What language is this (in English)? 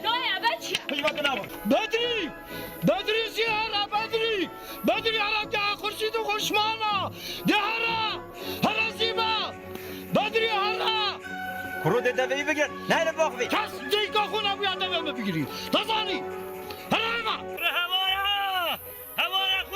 Kurdish